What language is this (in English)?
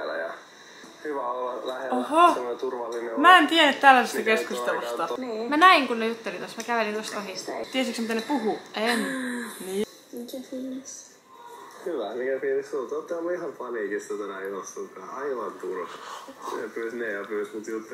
Finnish